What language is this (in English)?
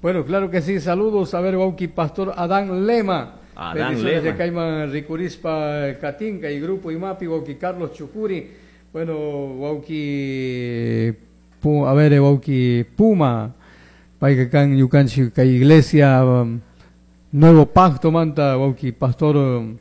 Chimborazo Highland Quichua